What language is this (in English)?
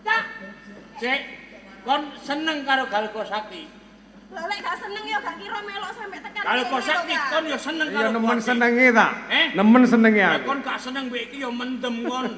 Javanese